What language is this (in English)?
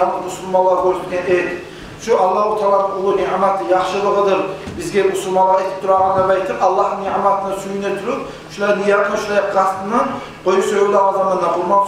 Kumyk